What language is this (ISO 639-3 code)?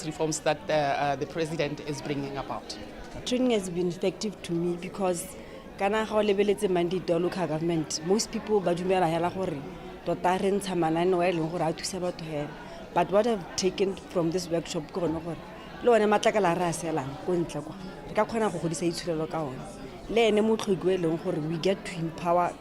tsn